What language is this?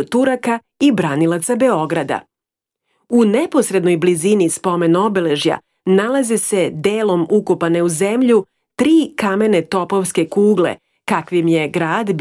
Serbian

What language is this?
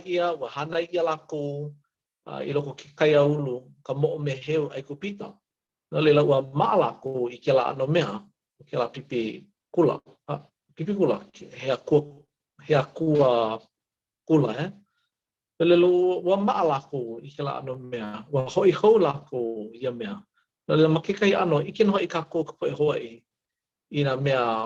Hawaiian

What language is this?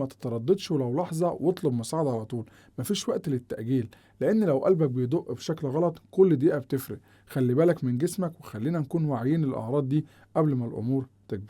Egyptian Arabic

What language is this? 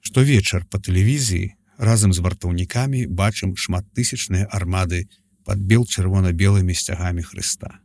Belarusian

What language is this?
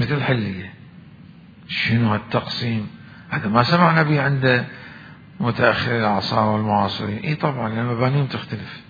Mesopotamian Arabic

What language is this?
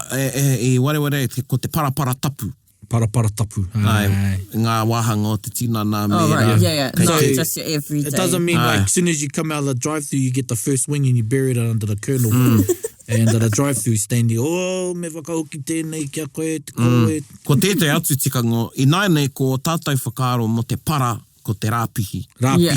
Māori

